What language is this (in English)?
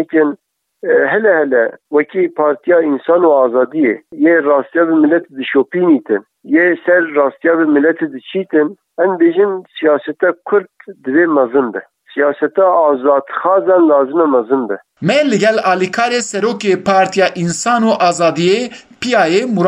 Kurdish